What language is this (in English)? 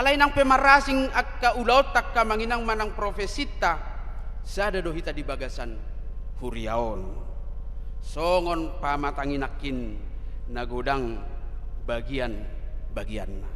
Batak Toba